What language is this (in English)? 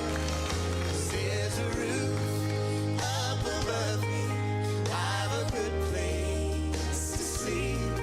Gilbertese